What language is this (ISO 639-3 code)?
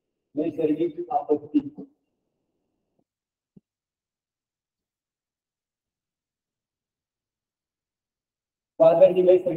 mar